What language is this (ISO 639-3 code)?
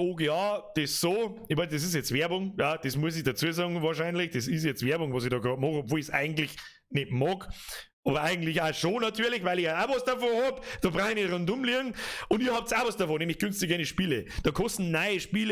bar